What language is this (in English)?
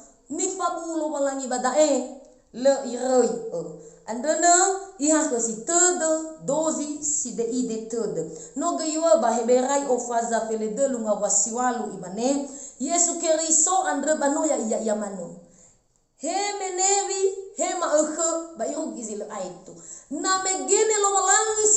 Nias